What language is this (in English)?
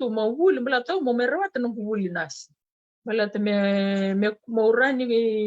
Fijian